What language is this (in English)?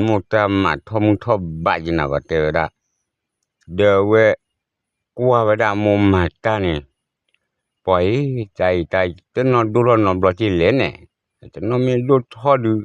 S'gaw Karen